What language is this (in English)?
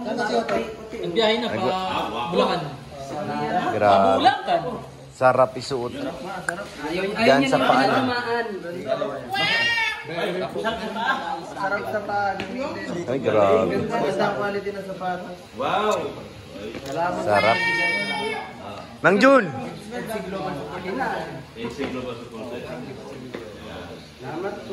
Filipino